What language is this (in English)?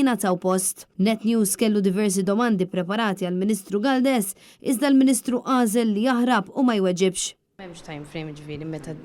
Maltese